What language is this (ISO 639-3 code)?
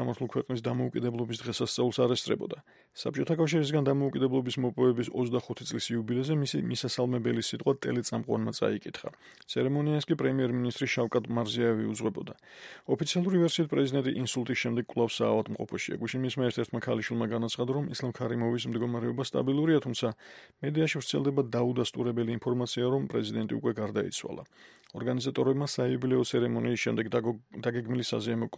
kat